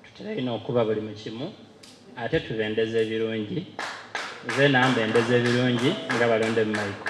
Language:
Soga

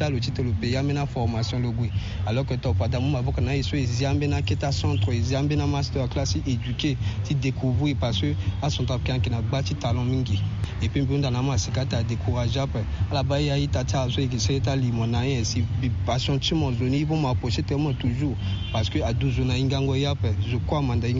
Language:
Sango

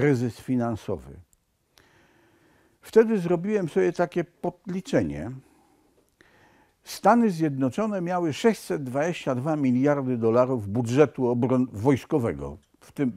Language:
Polish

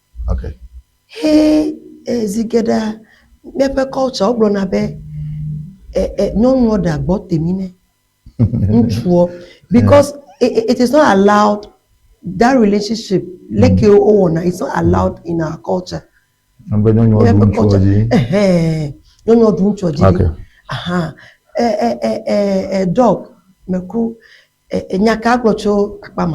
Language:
Ewe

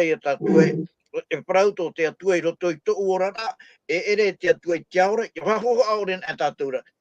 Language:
Tahitian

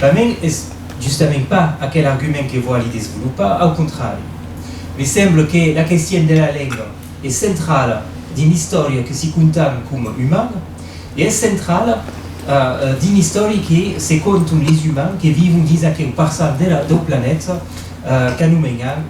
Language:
Occitan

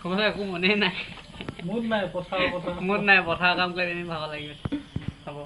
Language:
Assamese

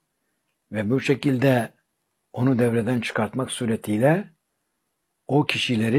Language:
Turkish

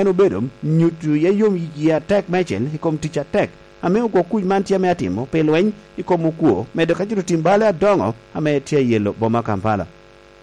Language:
Lango (Uganda)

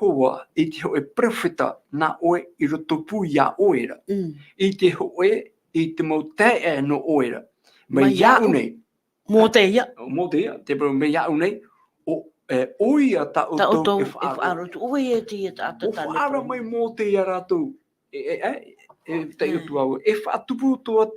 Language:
Tahitian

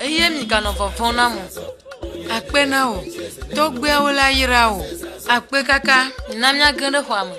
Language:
Ewe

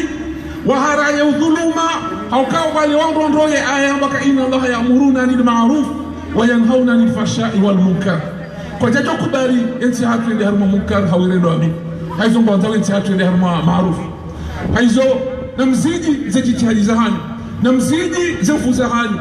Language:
Ngazidja Comorian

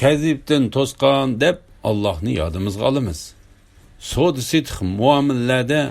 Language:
Uyghur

